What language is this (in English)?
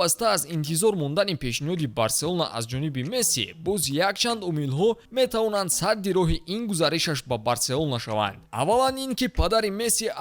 Tajik